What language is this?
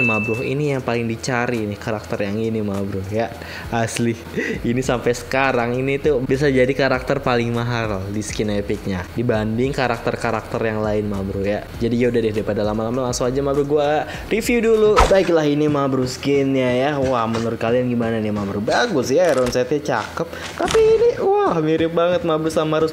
Indonesian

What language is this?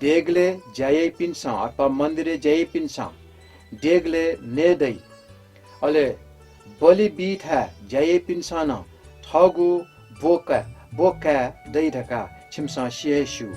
Newari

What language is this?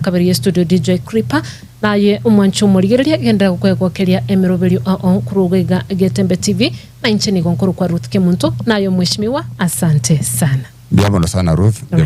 Gusii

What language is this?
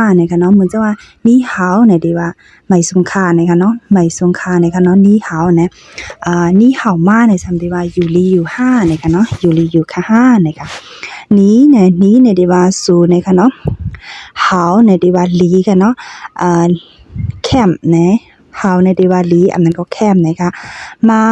Shan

